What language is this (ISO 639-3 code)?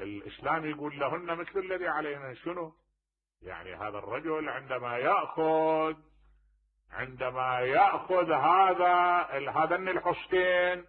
acm